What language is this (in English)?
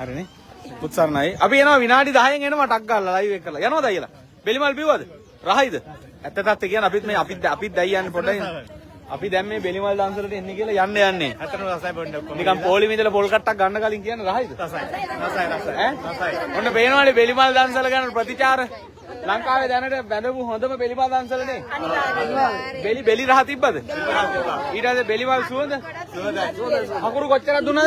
Sinhala